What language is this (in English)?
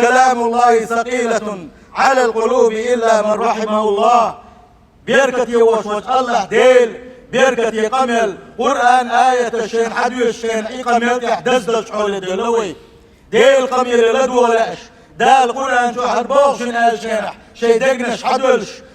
Chechen